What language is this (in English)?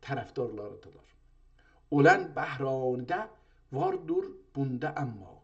South Azerbaijani